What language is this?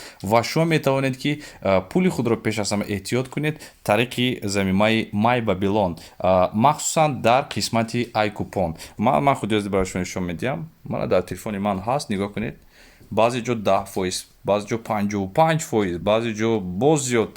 Tajik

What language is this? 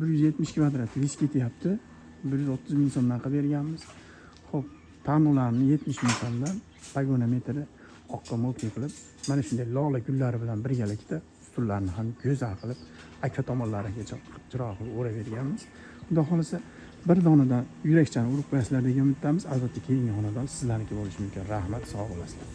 Uzbek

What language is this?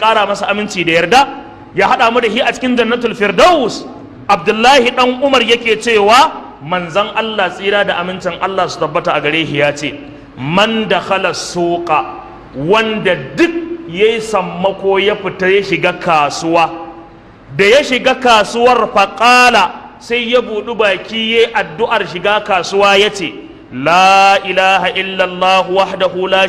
Hausa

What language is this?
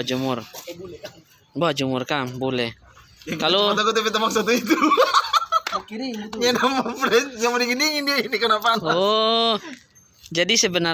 Manado Malay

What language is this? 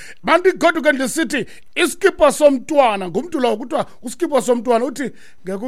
Xhosa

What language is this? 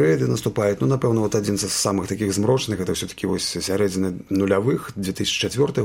Belarusian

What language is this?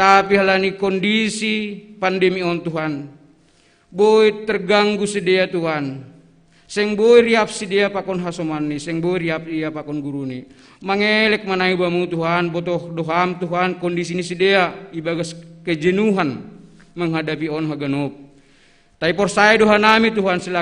Batak Simalungun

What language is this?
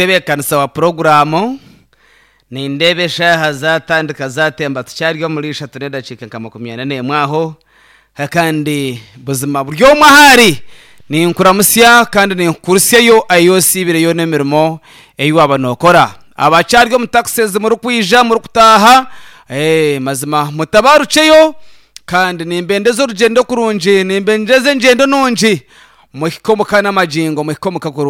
Nyankole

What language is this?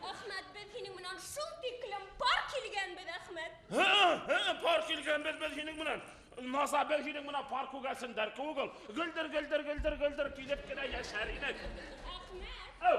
Bashkir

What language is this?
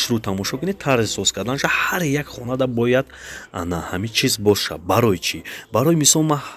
Tajik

